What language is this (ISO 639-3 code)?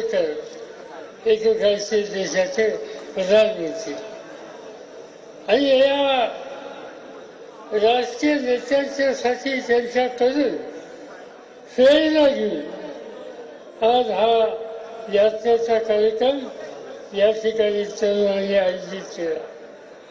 mar